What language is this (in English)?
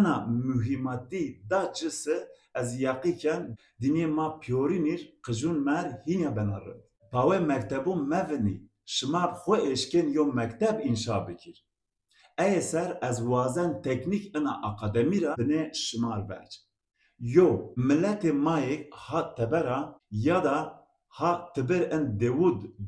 Zaza